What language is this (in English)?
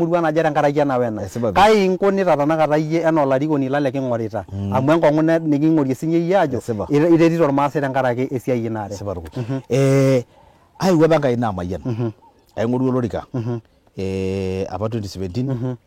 Masai